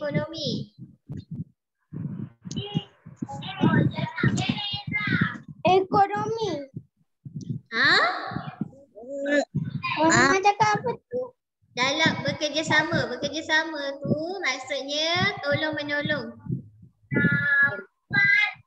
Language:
Malay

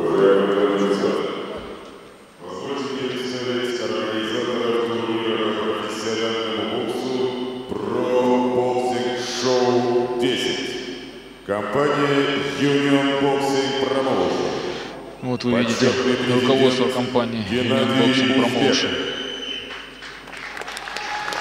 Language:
Russian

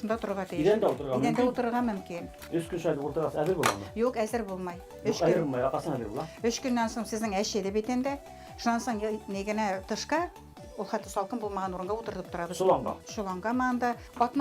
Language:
Bashkir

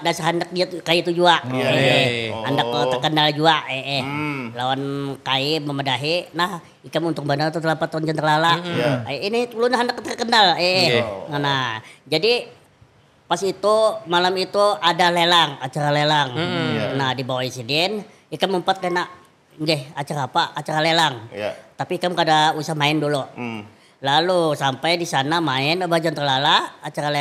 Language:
Banjar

